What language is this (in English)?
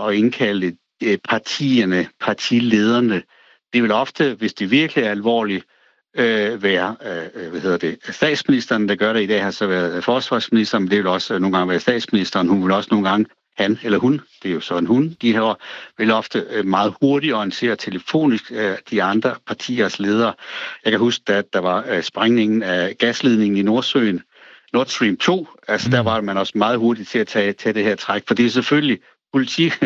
Danish